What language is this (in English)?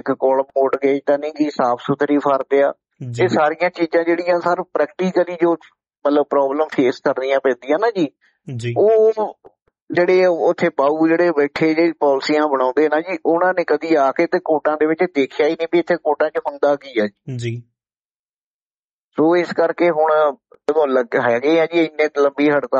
Punjabi